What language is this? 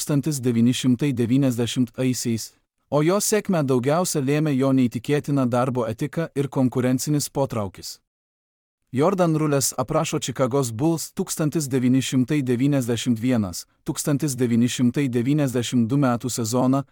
Lithuanian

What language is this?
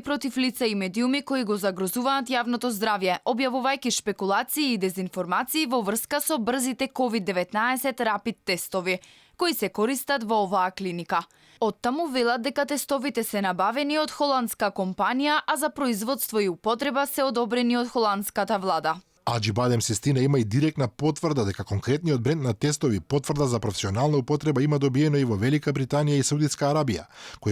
Macedonian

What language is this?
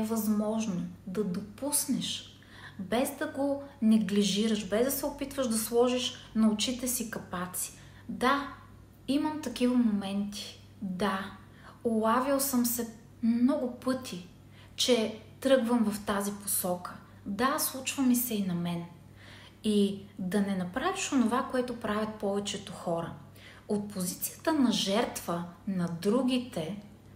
Bulgarian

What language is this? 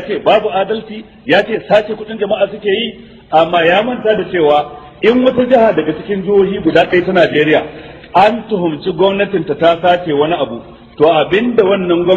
Hausa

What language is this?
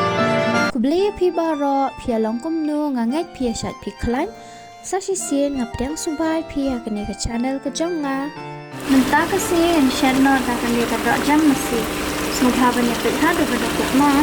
Khasi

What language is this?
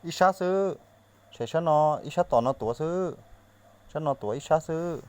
Hmong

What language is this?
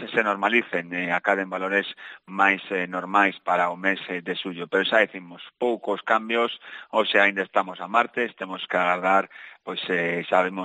Galician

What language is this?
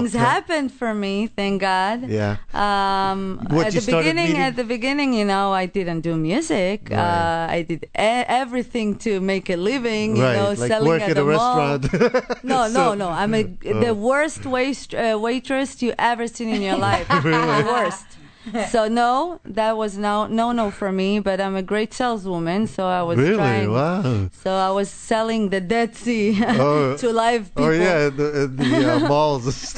English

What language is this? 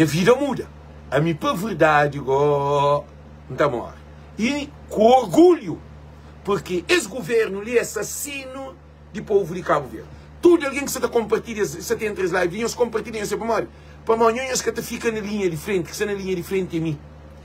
Kabuverdianu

